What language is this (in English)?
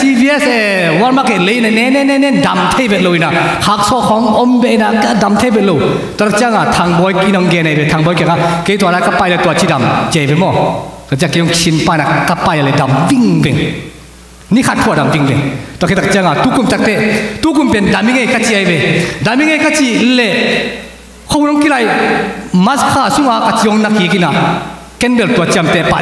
Tedim Chin